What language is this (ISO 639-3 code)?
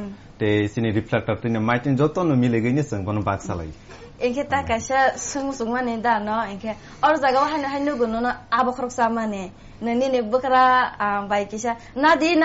trp